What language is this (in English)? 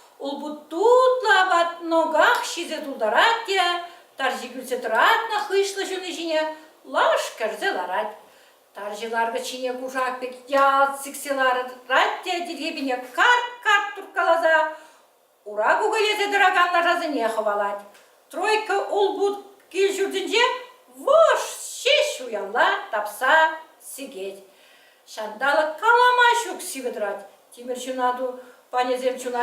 Chuvash